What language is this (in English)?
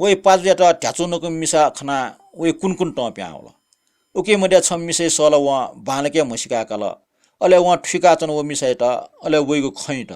Newari